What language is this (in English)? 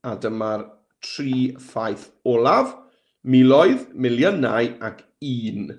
Welsh